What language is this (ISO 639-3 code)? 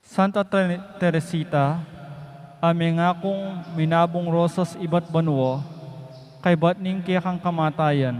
pam